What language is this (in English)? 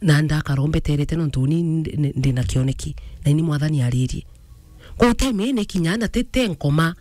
Meru